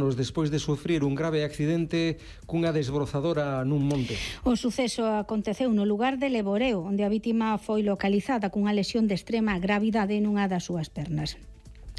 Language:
Galician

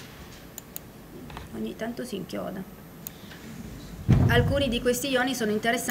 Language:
Italian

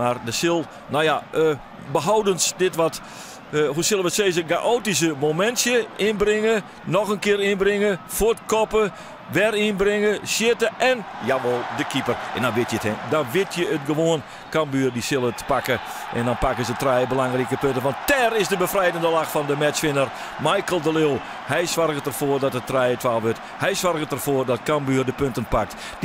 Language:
Western Frisian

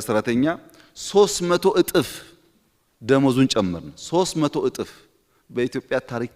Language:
Amharic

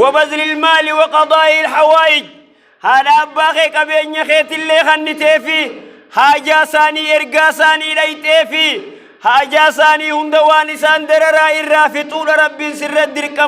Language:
Oromo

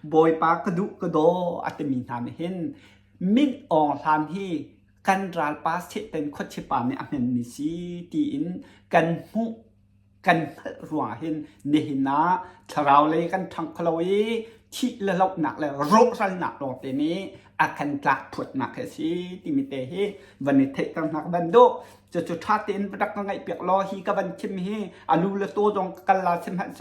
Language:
Hakha Chin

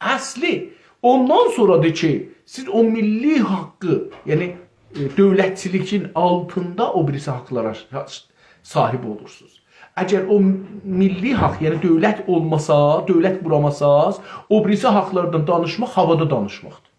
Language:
South Azerbaijani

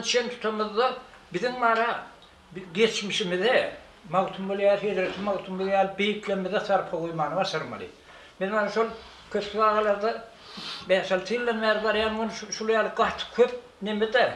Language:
Turkmen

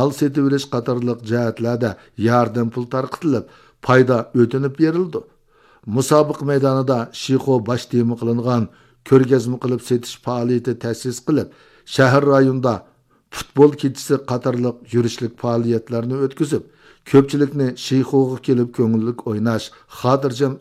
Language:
Uyghur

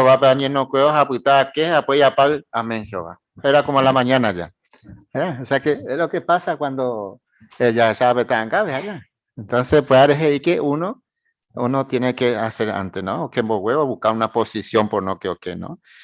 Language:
Guarani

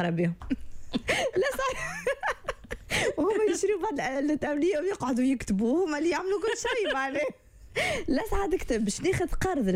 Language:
Tunisian Arabic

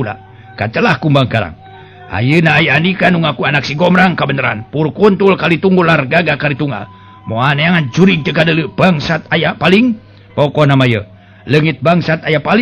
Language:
Sundanese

